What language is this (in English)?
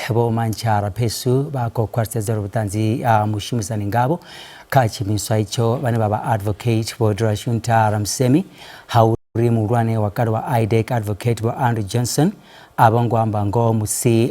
Venda